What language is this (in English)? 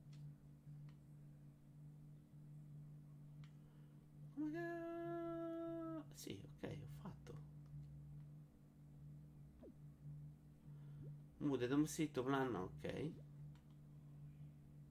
Italian